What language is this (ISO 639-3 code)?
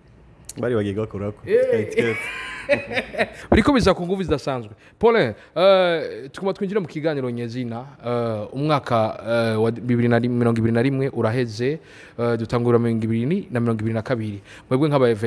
run